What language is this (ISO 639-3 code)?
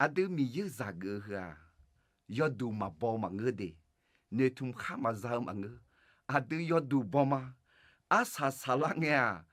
ahk